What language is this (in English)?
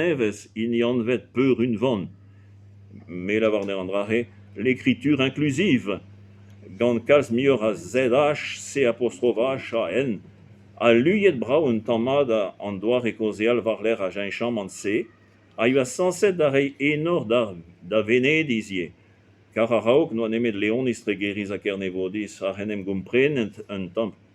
Breton